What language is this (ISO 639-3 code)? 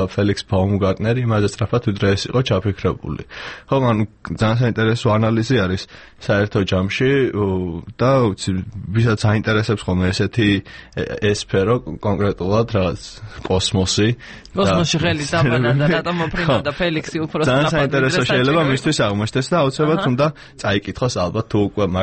kat